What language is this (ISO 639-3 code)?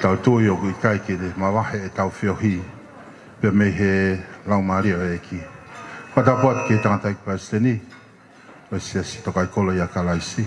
ton